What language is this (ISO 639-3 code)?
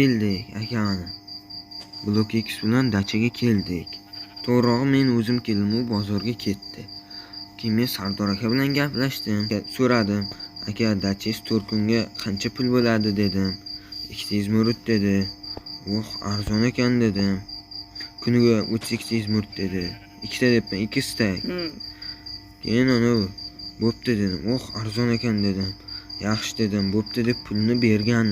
uzb